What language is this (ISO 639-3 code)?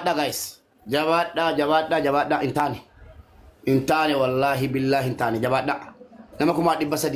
orm